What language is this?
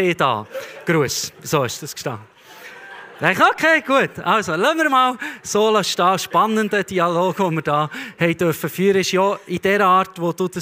Swiss German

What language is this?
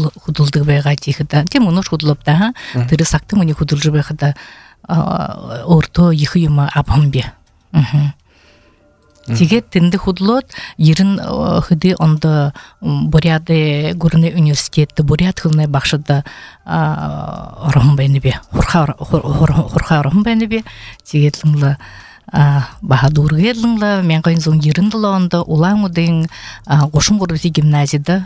Buriat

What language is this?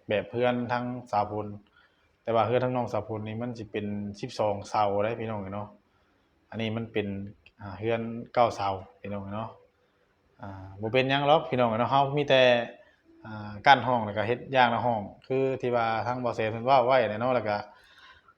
Northeastern Thai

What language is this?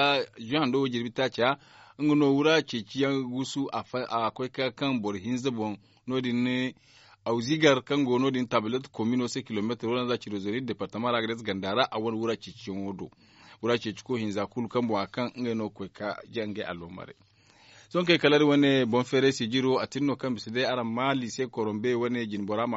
Zarma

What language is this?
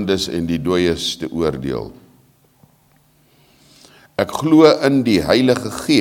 Afrikaans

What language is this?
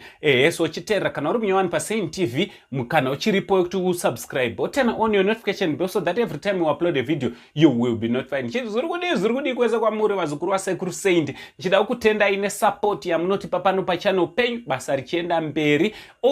Shona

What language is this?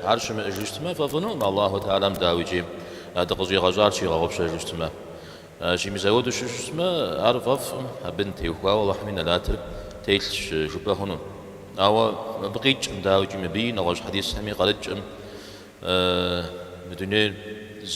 Kabardian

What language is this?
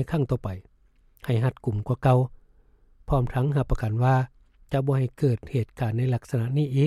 Lao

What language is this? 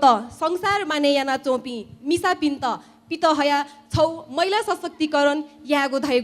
Newari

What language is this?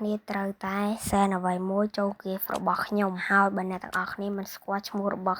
Khmer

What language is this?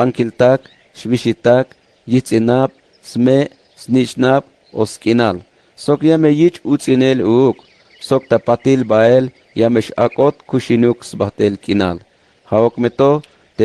Tzeltal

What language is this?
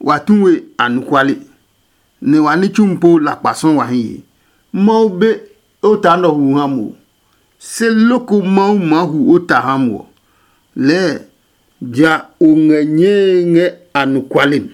Adangme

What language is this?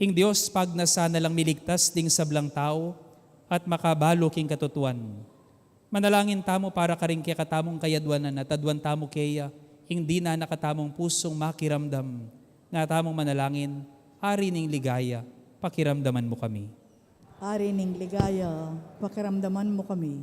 Pampanga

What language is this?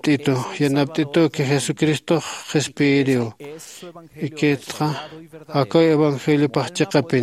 Aymara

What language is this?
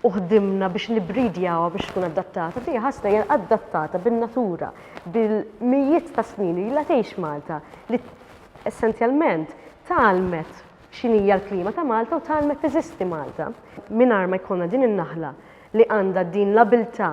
Maltese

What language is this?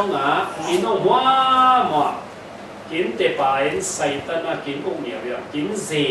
Falam Chin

